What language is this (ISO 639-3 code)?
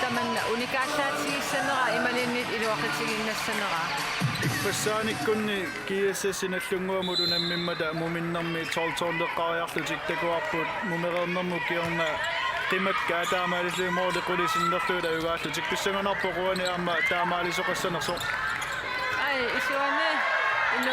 kal